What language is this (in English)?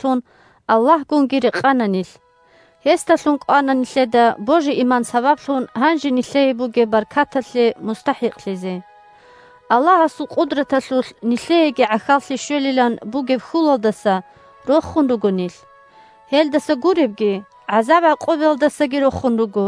Avaric